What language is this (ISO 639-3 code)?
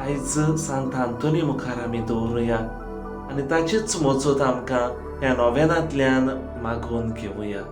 kok